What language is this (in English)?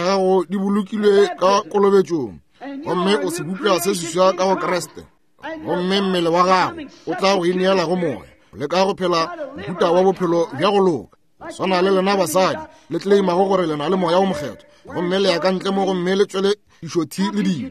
Northern Sotho